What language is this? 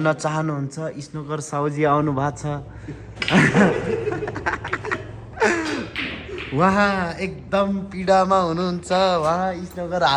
Nepali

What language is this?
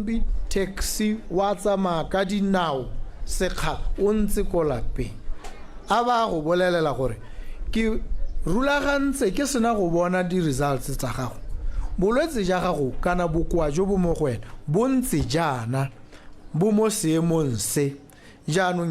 Tswana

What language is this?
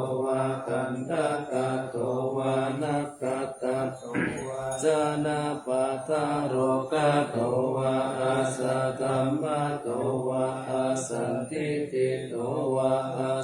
Pali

